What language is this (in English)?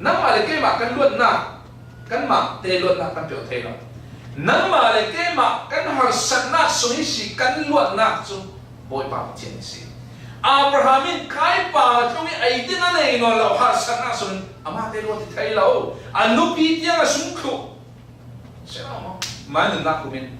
Falam Chin